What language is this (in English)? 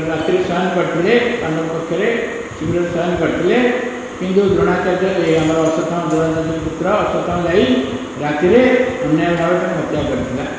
Odia